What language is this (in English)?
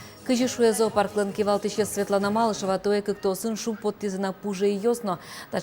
Udmurt